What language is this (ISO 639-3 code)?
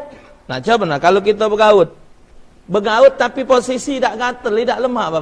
mui